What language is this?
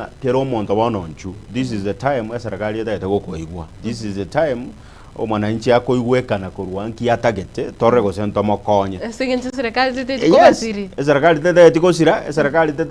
Gusii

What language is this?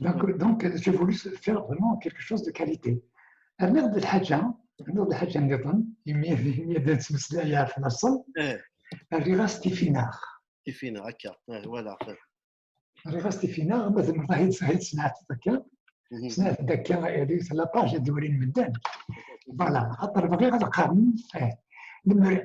Kabyle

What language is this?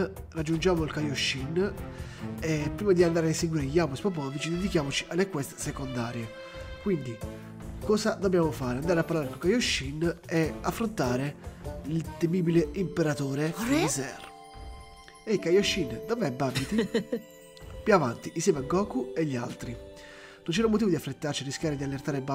Italian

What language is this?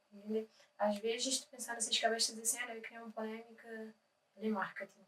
Kabuverdianu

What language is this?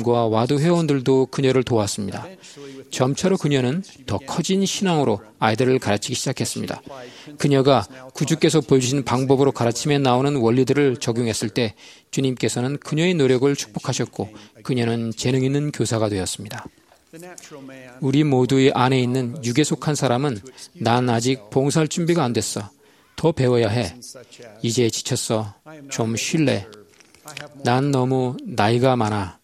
Korean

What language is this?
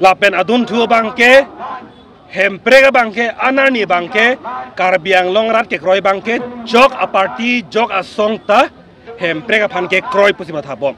Karbi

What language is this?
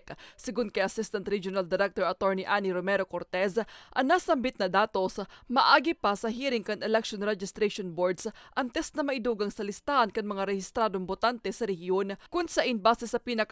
Bikol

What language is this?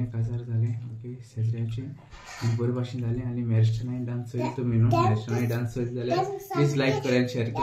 Konkani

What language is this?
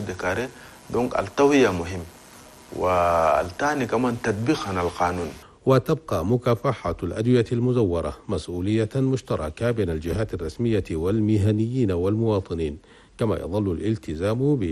Chadian Arabic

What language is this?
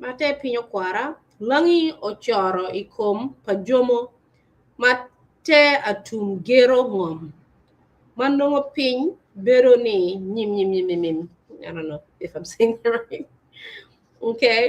Acoli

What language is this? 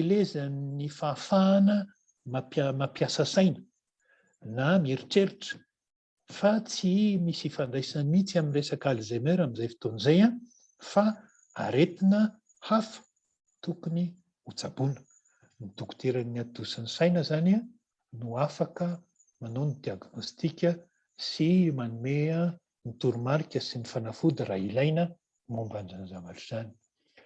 Malagasy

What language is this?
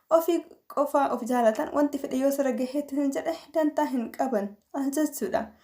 Oromo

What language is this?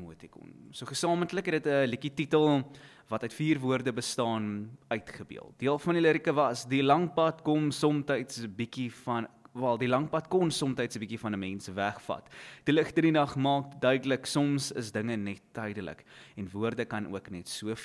Afrikaans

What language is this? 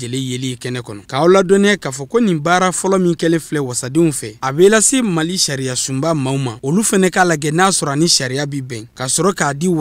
Bambara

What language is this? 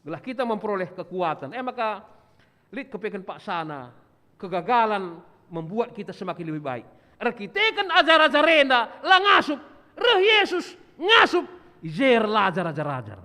Batak Karo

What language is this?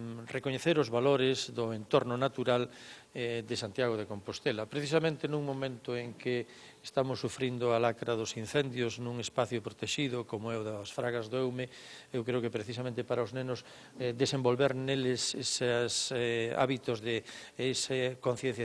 Galician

